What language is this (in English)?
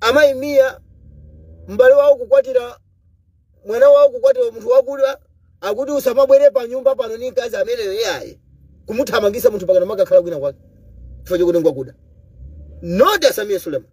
Nyanja